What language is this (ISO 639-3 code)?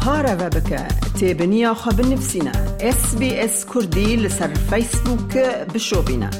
kur